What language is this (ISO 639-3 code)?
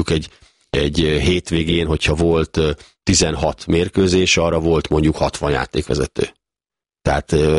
hun